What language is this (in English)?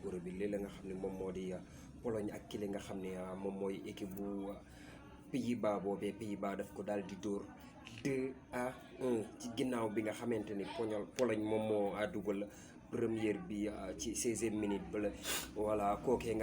Wolof